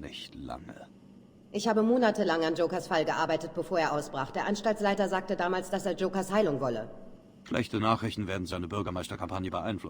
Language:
Bavarian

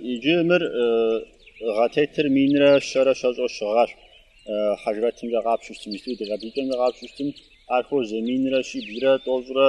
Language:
Kabardian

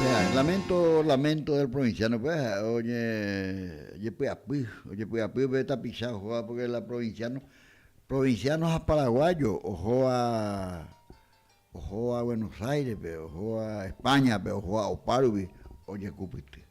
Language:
Guarani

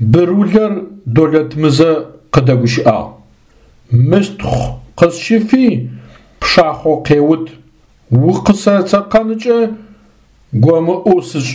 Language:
Adyghe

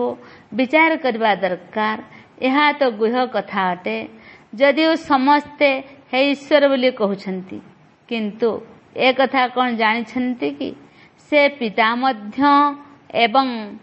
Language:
Odia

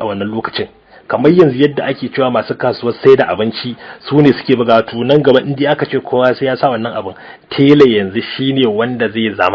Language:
Hausa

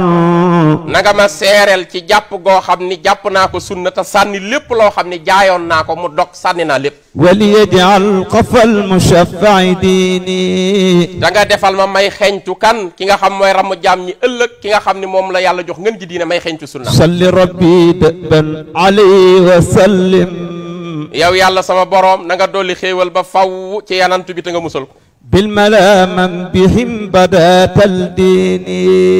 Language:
Wolof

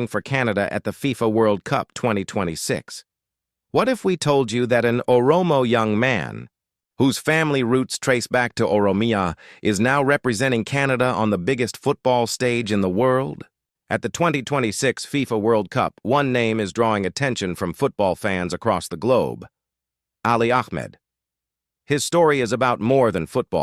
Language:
English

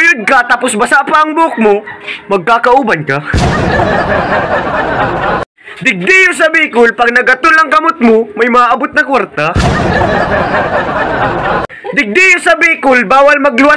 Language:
Bikol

